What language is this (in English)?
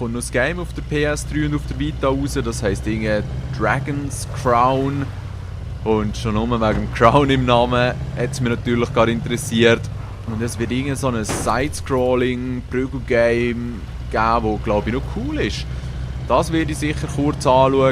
Swiss German